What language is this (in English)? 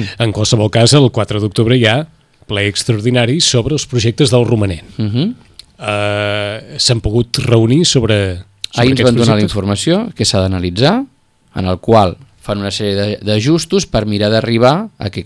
Catalan